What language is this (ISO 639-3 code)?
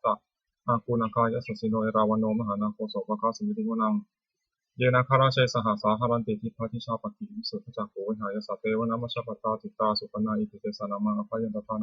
pli